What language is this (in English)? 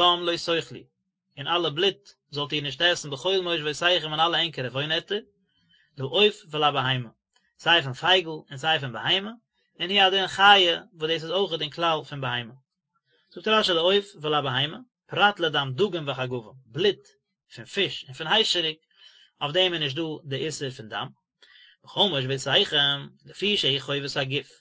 Yiddish